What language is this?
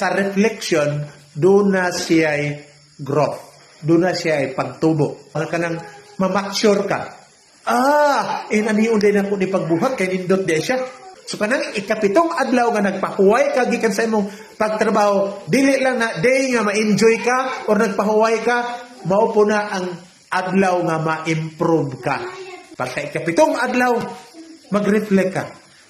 Cebuano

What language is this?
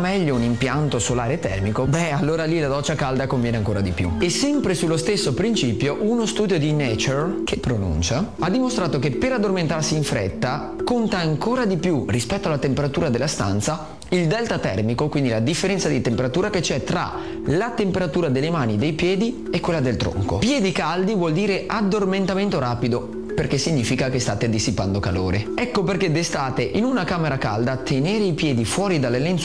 Italian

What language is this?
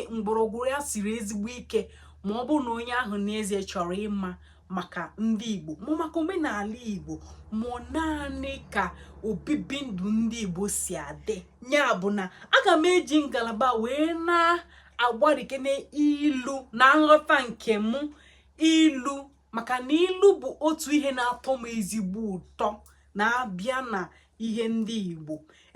Igbo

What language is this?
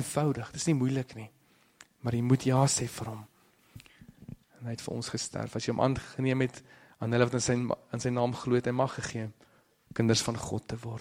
Afrikaans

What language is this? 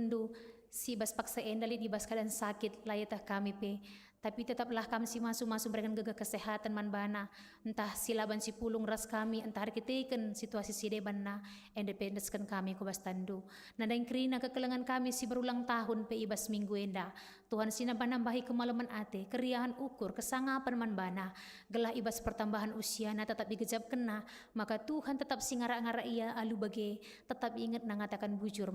Batak Karo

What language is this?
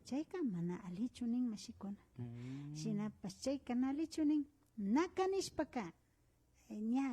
Imbabura Highland Quichua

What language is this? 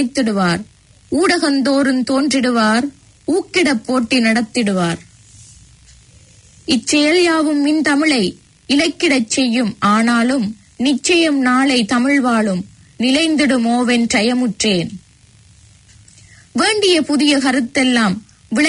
Tamil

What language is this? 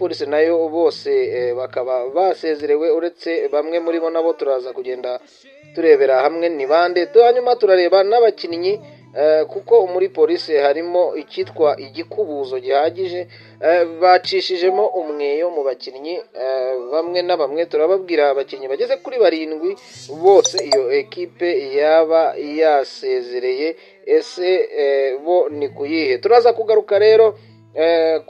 Kinyarwanda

